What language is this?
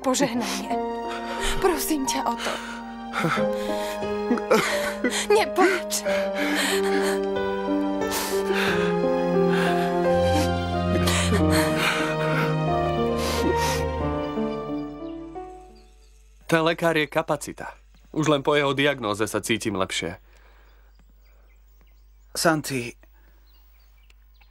Slovak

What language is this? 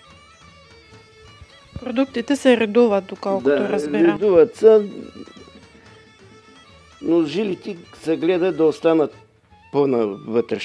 Bulgarian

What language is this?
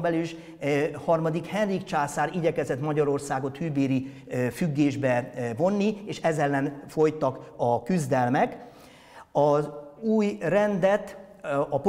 Hungarian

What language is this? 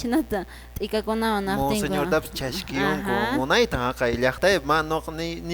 Quechua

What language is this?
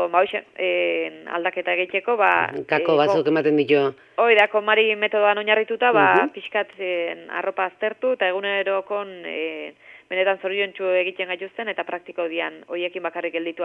Basque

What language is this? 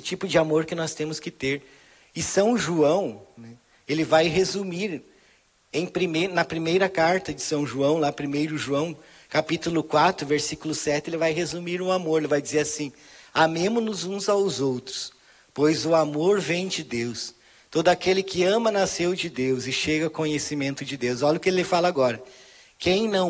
Portuguese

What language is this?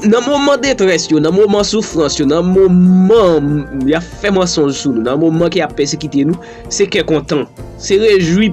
Haitian Creole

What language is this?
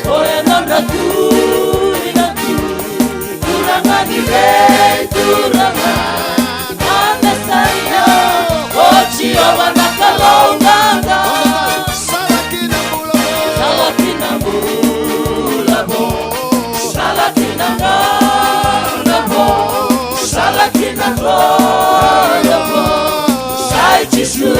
Fijian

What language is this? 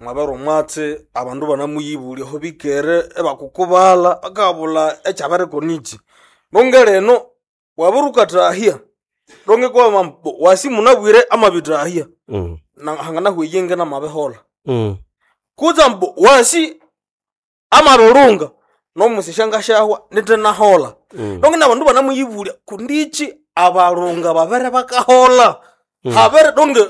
Nande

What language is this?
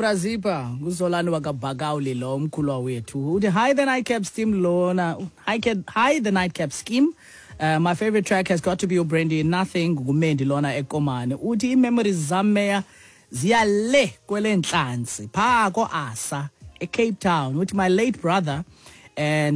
Xhosa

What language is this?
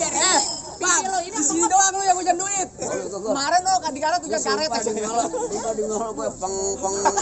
Betawi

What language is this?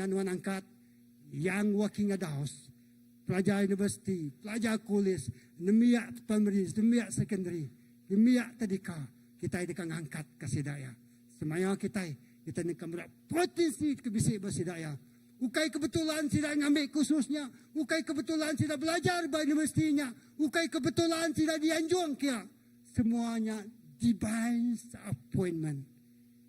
Iban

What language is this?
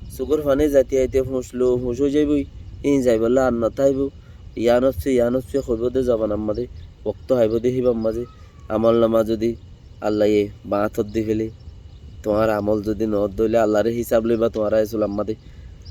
Rohingya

